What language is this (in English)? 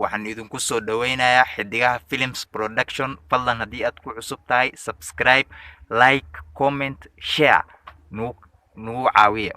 Somali